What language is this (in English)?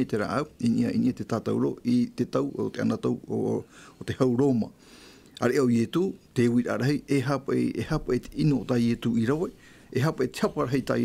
Tahitian